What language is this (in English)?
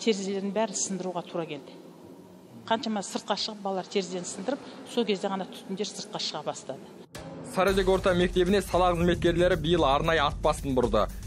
Kazakh